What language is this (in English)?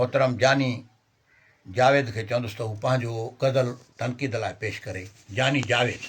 Sindhi